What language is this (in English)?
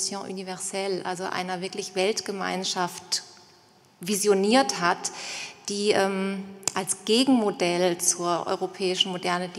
German